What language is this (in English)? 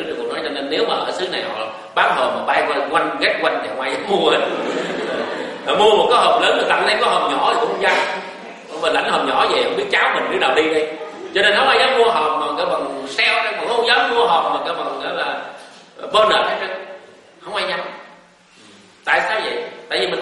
Vietnamese